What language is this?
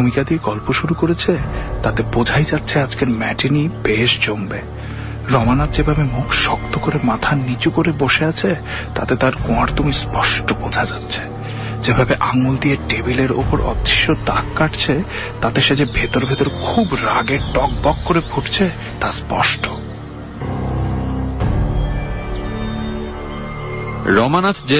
Bangla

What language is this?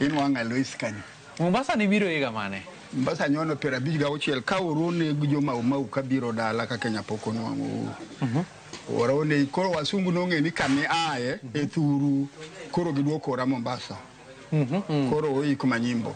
Luo (Kenya and Tanzania)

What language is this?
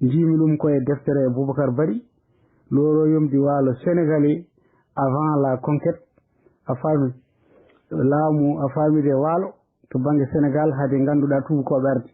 Fula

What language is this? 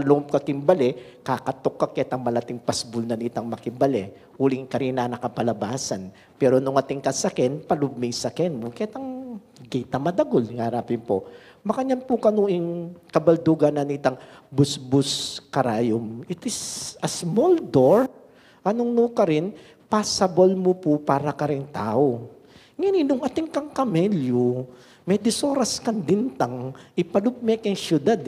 Pampanga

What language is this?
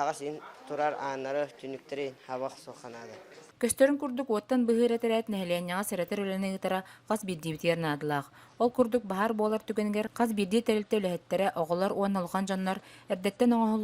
Yakut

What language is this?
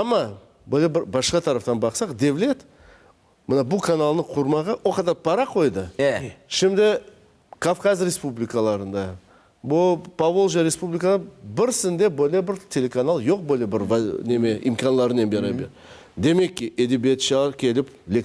Crimean Tatar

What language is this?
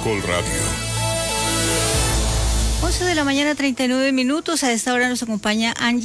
Spanish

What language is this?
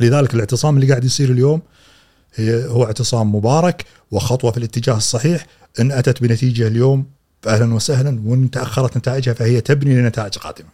Gulf Arabic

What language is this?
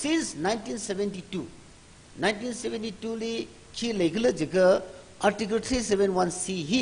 Tangkhul Naga (India)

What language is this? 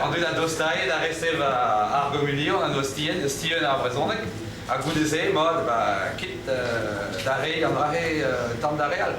Breton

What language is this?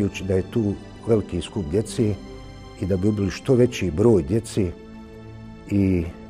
Bosnian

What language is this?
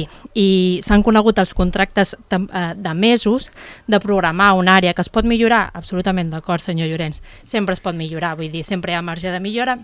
Catalan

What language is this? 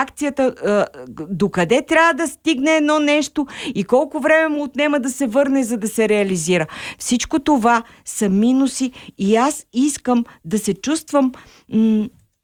Bulgarian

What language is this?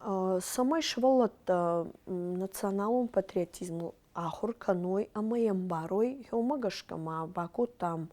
Ossetic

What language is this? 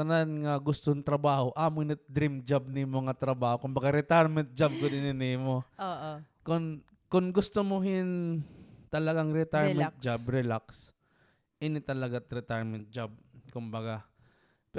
Waray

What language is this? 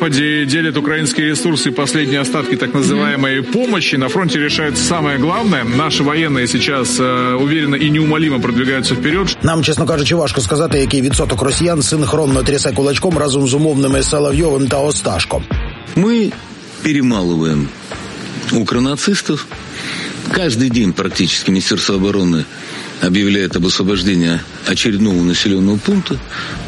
Ukrainian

